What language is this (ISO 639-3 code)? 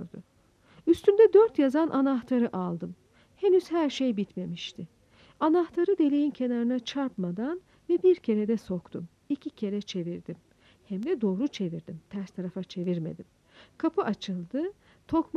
tur